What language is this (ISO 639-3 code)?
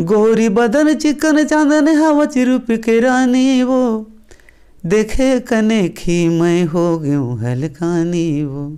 hne